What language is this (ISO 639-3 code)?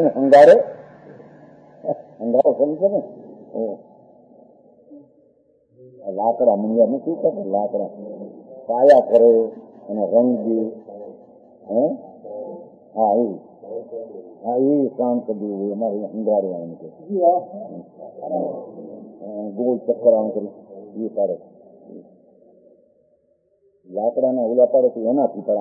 guj